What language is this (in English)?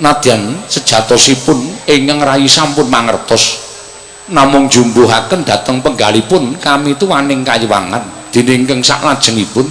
Javanese